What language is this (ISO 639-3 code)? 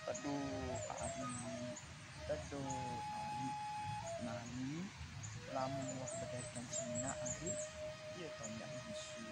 sas